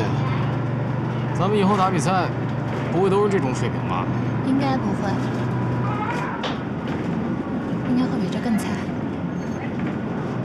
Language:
Chinese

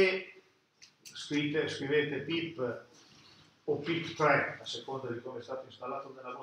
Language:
Italian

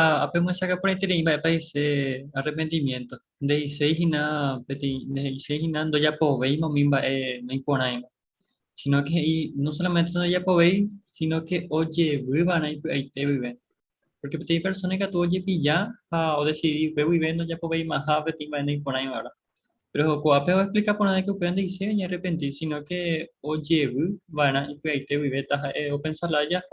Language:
Guarani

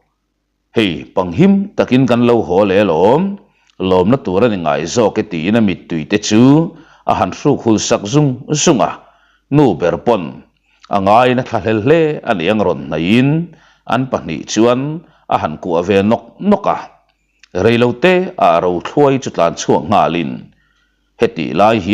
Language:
Mizo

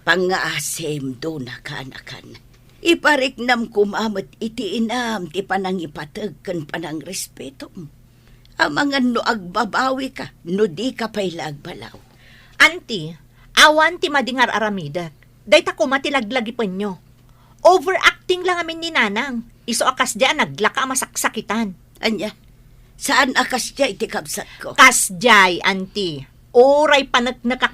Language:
Iloko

